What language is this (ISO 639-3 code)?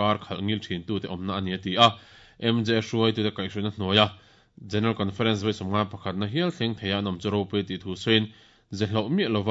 lus